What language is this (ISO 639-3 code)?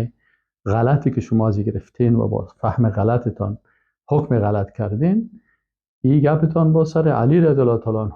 fas